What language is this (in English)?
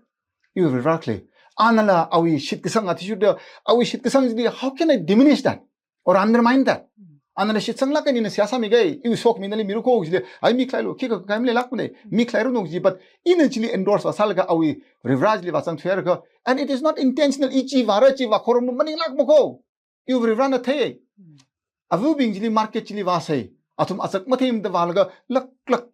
Tangkhul Naga (India)